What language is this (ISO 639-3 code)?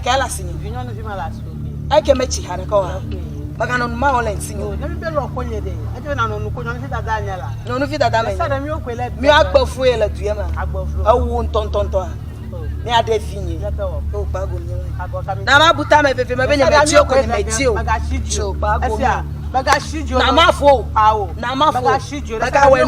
ewe